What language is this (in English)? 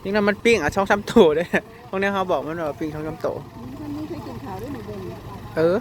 Northeastern Thai